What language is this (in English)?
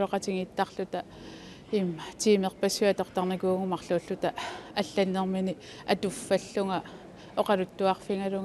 Kalaallisut